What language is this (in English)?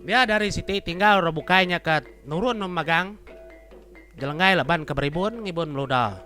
Iban